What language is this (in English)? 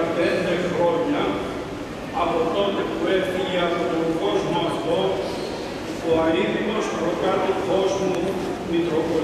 Greek